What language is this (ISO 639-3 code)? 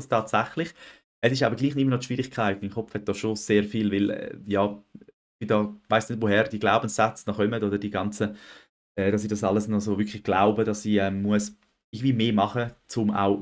gsw